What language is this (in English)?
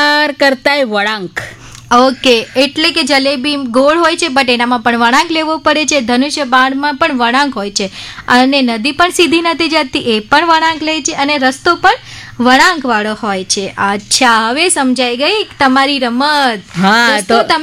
Gujarati